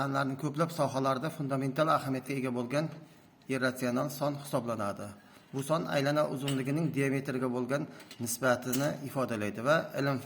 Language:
Uzbek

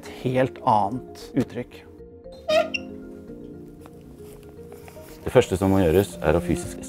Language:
Norwegian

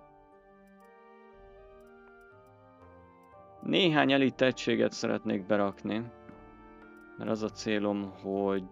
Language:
Hungarian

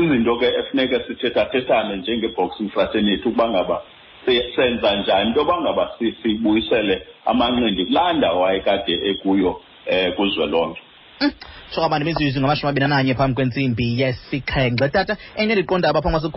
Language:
Xhosa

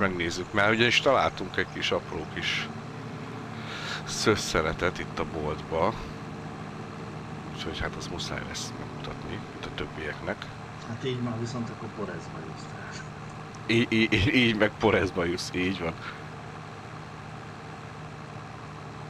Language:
Hungarian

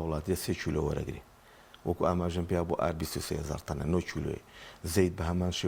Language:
Central Kurdish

